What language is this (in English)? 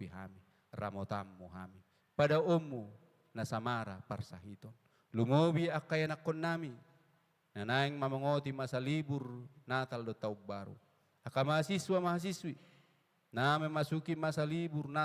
Batak Toba